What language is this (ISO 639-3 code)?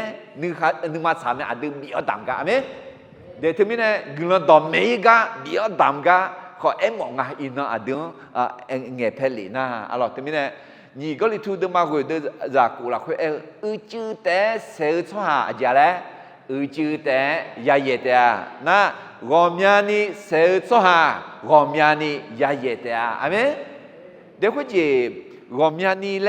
ahk